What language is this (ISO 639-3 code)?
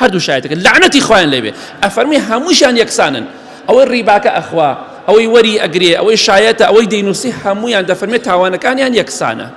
ckb